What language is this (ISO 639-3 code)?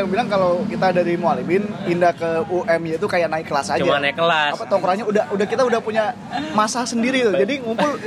ind